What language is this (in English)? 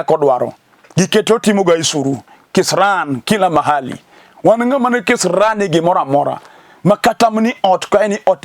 Luo (Kenya and Tanzania)